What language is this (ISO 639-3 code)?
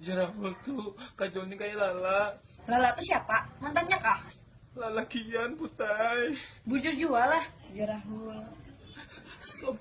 bjn